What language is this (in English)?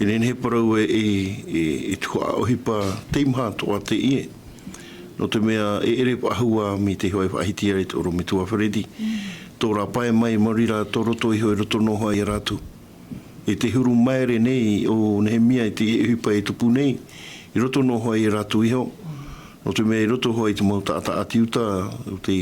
Tahitian